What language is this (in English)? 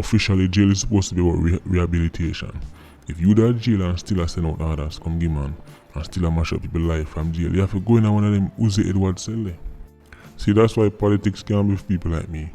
Jamaican Creole English